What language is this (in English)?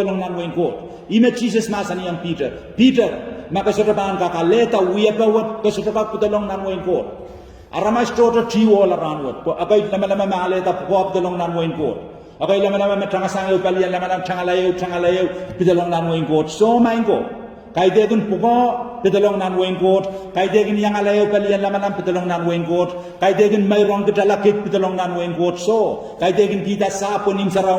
Pohnpeian